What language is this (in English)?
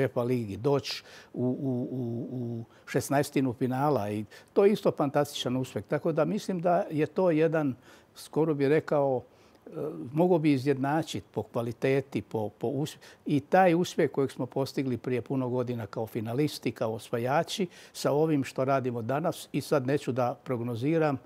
Croatian